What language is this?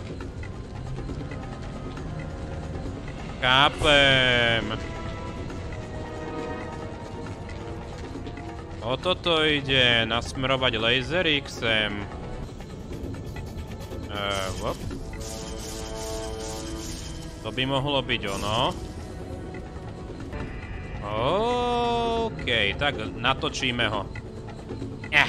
Slovak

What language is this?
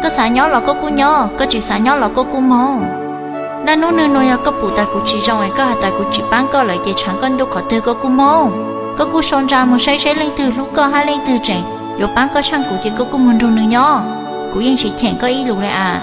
Hmong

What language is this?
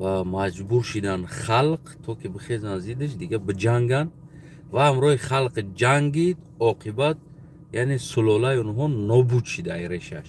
Tajik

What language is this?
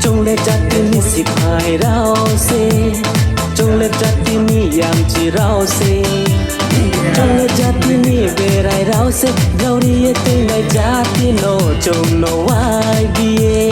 Riang (India)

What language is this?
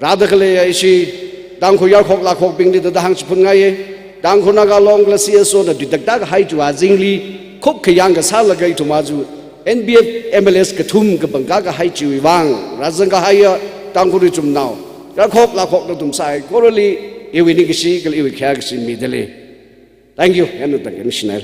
Tangkhul Naga (India)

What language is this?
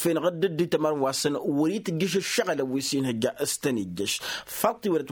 Tamasheq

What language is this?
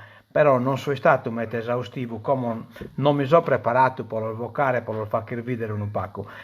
Sardinian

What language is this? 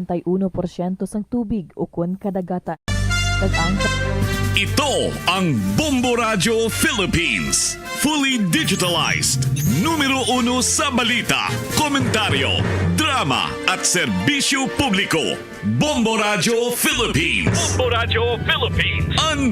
Hiligaynon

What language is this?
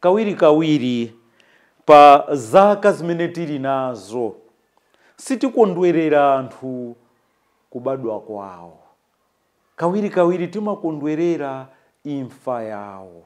Nyanja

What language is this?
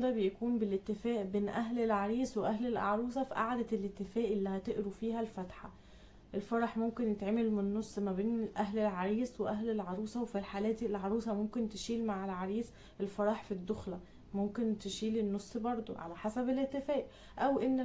Egyptian Arabic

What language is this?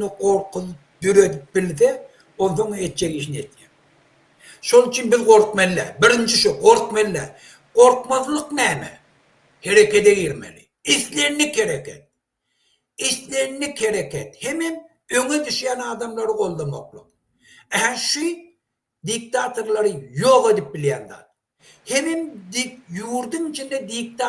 Turkmen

